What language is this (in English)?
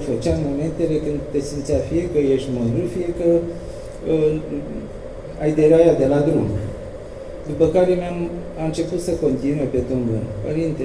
Romanian